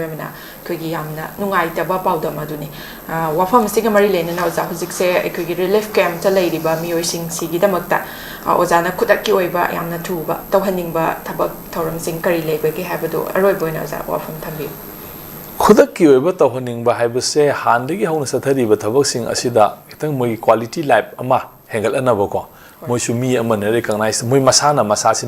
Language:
Manipuri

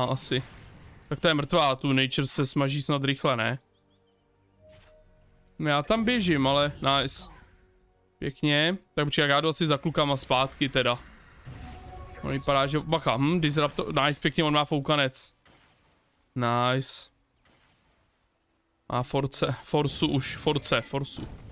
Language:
Czech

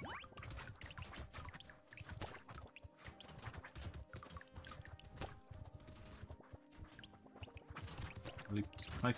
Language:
French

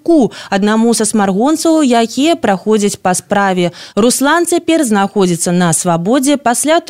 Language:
Belarusian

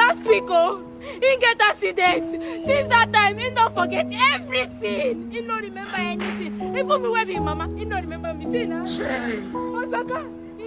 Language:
Nigerian Pidgin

